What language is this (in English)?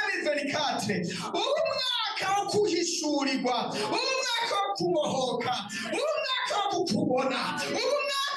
Rundi